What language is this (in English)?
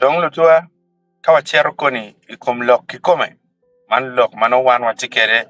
Acoli